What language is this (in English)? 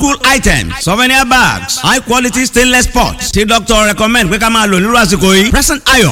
Yoruba